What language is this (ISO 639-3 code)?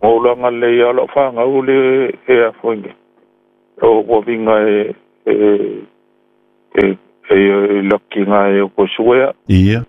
smo